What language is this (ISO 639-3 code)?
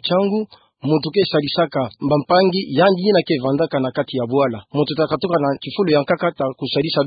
ktu